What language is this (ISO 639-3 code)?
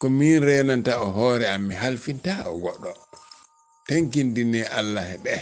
ful